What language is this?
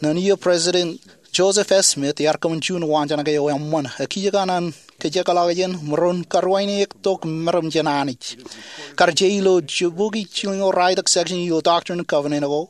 Marshallese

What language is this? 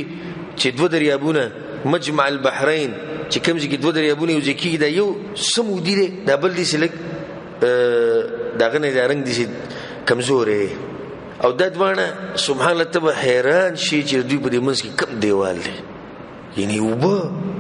Pashto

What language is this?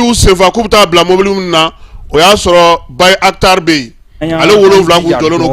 Bambara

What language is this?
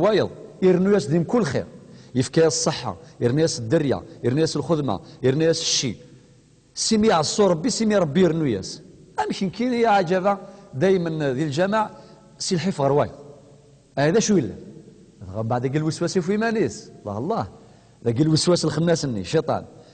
Kabyle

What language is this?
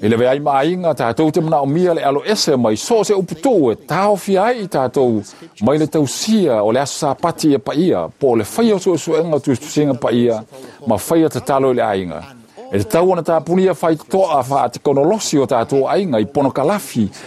Samoan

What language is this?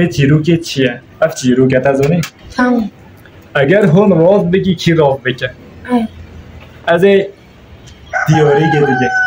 Kurdish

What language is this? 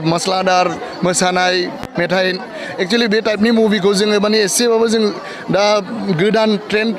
Bodo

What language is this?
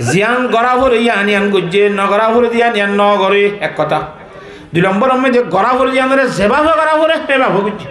Rohingya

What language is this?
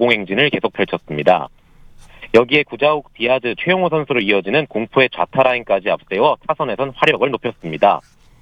Korean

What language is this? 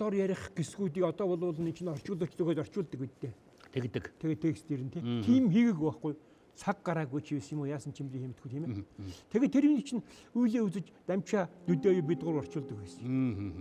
Mongolian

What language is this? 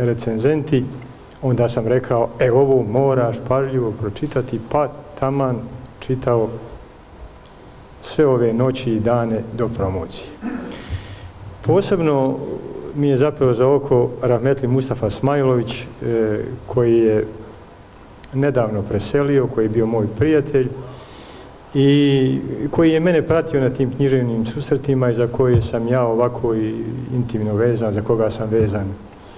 Bosnian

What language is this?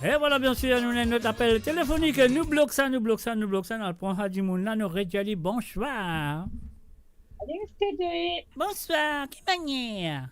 Morisyen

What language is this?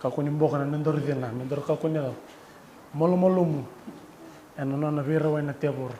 Fijian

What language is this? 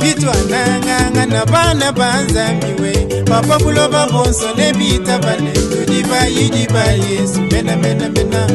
Luba-Lulua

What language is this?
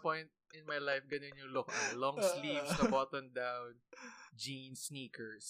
Filipino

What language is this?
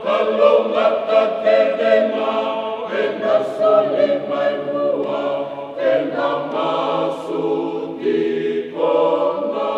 Fijian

